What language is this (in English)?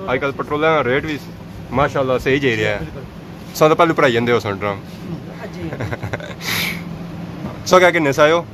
Pahari-Potwari